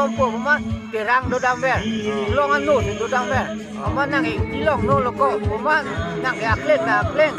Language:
Karbi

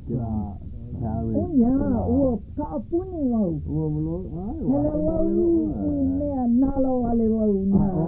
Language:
Hawaiian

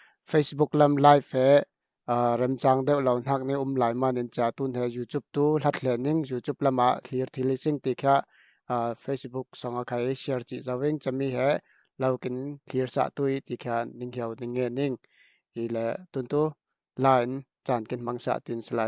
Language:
Falam Chin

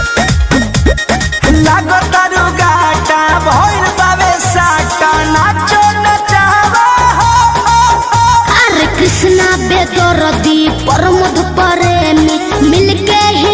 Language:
Bhojpuri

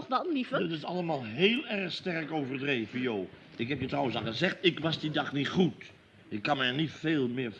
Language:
Dutch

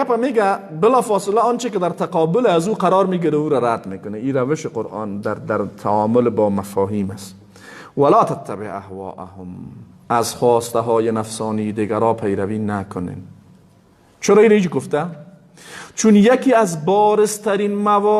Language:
Persian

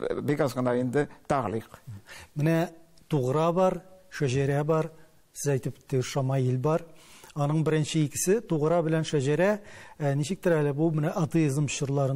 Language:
Tatar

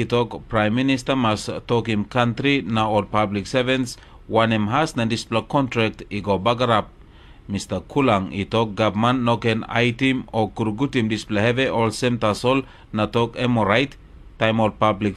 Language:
Tok Pisin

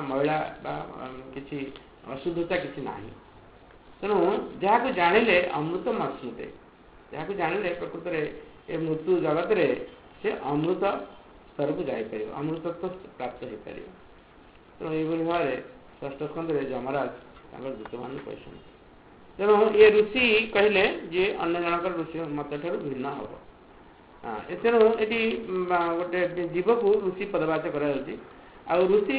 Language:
Odia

